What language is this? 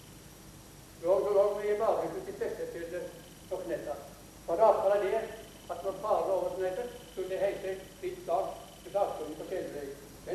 Norwegian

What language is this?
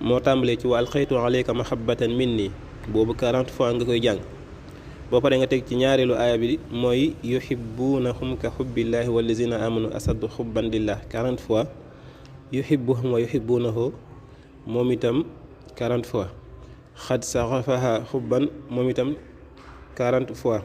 Wolof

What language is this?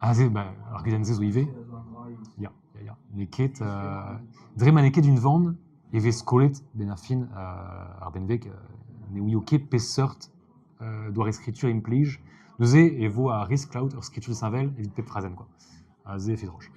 Breton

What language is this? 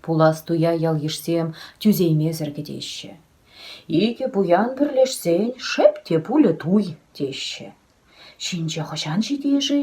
Chuvash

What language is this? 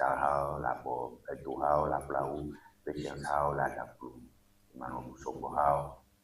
Ewe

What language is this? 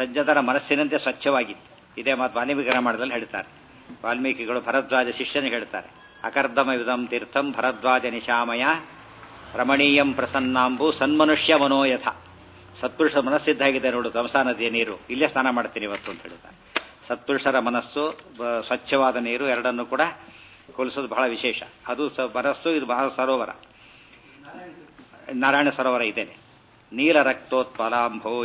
Kannada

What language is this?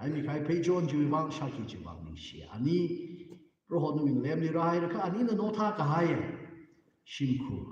Tangkhul Naga (India)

